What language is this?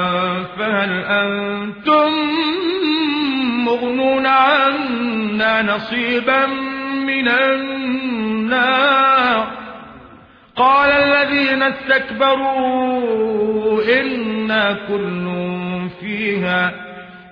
Arabic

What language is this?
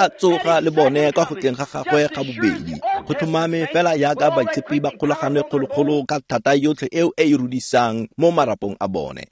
Tswana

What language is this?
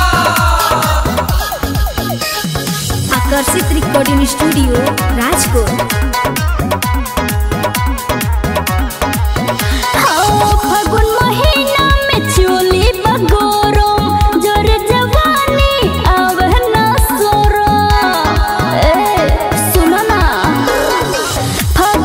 Bhojpuri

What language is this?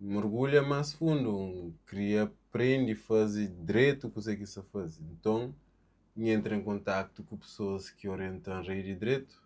Kabuverdianu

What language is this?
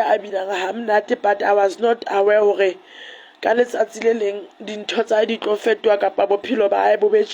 Southern Sotho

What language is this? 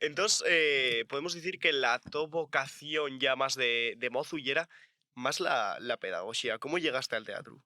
Asturian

